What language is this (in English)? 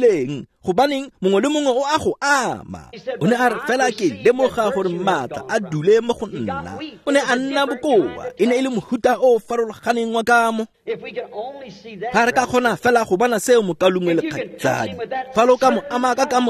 Tswana